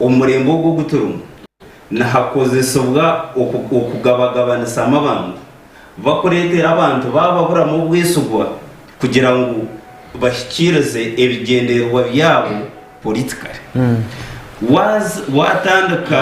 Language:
Nyankole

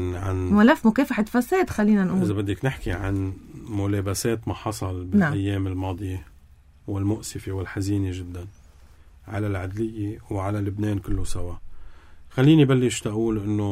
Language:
North Levantine Arabic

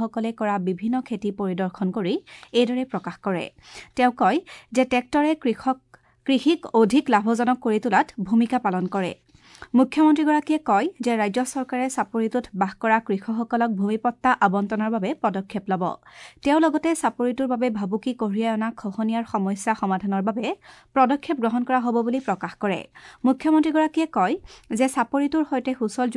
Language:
Assamese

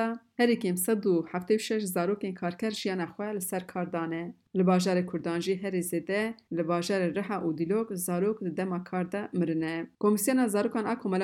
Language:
Kurdish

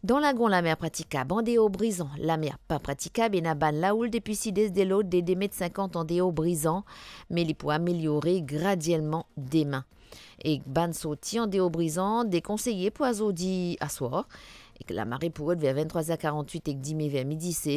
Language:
Morisyen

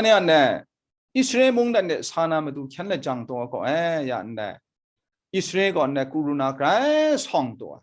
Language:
Kachin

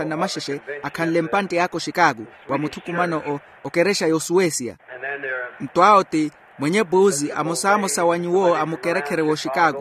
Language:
Makhuwa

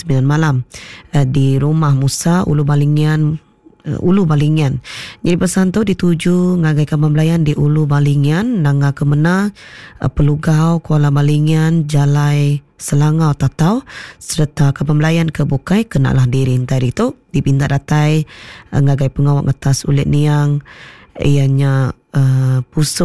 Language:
Iban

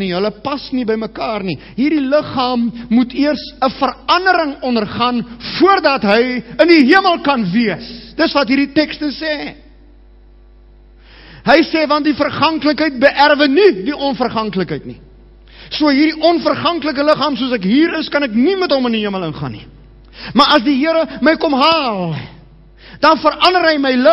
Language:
Afrikaans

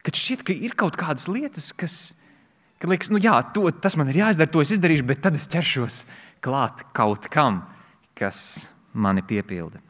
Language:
Latvian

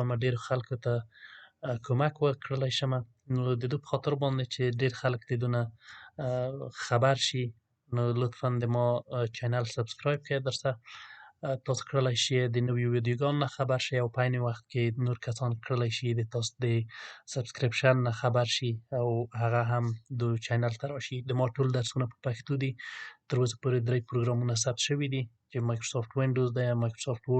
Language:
Pashto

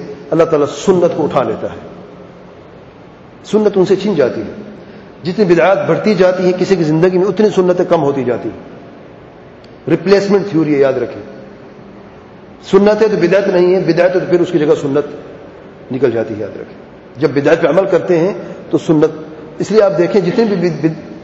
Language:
Urdu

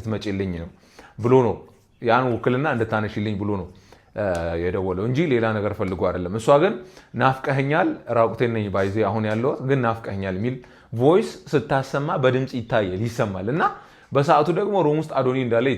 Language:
Amharic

